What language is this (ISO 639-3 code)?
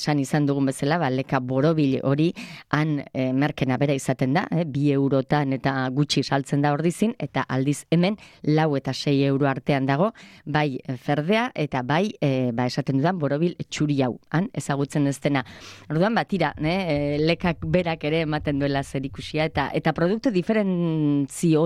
eus